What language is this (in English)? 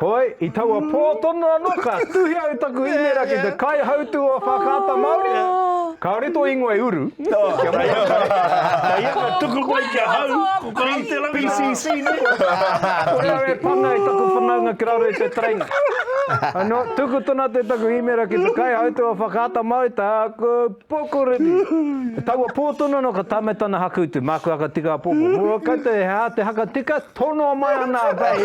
Māori